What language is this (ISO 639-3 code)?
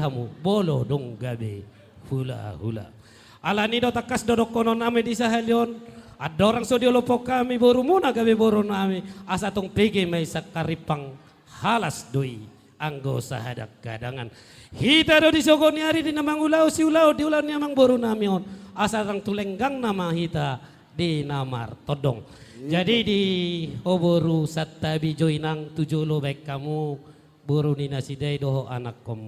bbc